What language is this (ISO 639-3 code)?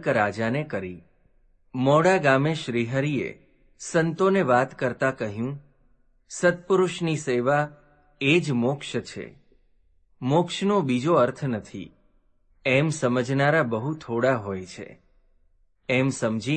guj